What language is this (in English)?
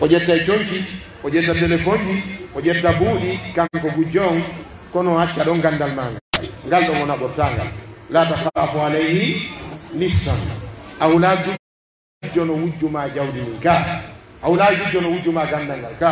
Pular